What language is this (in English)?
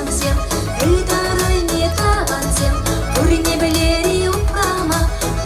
Chuvash